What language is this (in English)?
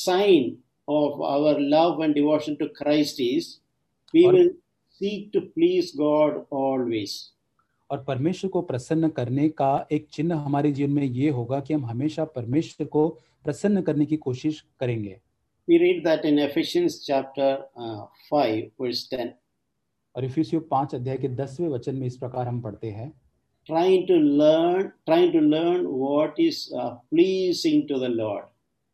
Hindi